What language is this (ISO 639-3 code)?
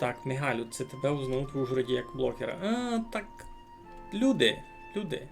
rue